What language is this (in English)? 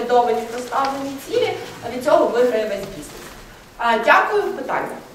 Ukrainian